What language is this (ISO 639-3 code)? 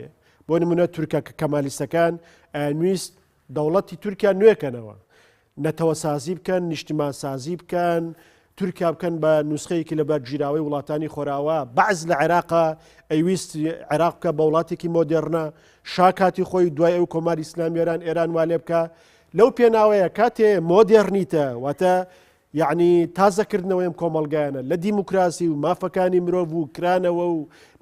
ckb